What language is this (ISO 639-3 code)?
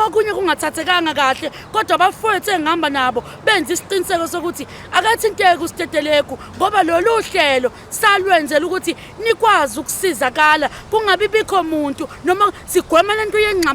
zul